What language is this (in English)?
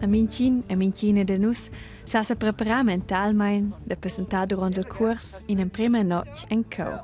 Romansh